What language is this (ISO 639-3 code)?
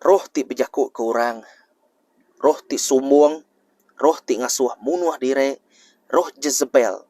iba